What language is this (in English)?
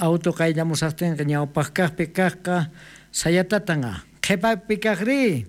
South Bolivian Quechua